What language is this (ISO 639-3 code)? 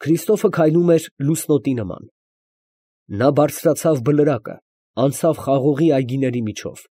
hye